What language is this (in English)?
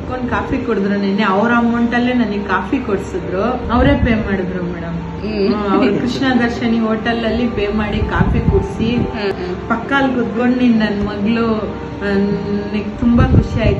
Kannada